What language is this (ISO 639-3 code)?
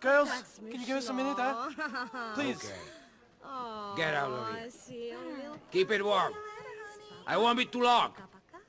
bar